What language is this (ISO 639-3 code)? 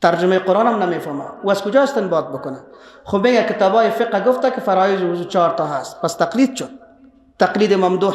fas